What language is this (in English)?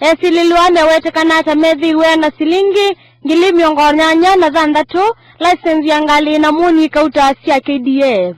Kamba